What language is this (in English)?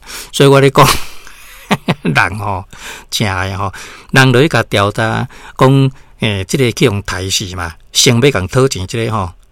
Min Nan Chinese